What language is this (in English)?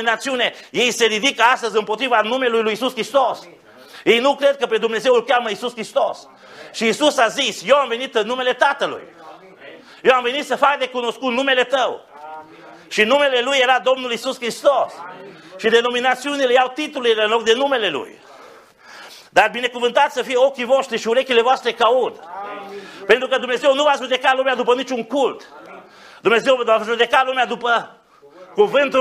Romanian